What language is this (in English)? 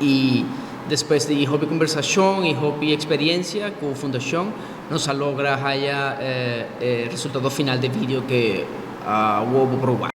Papiamento